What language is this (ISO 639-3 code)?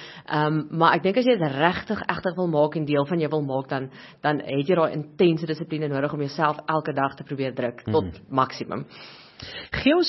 afr